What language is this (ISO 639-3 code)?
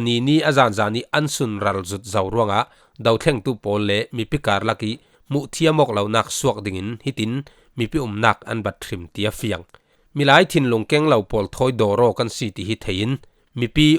cfm